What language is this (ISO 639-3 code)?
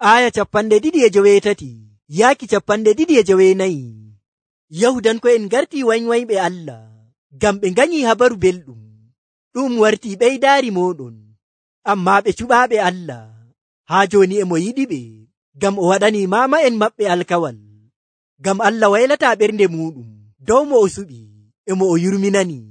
fuv